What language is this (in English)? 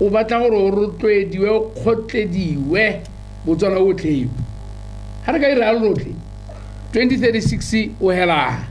Tswana